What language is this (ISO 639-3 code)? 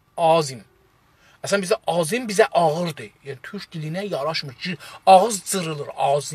azb